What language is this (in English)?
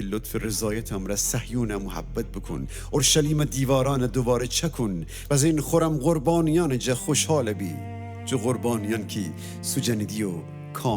Gilaki